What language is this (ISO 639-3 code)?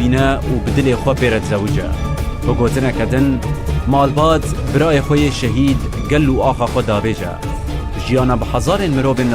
kur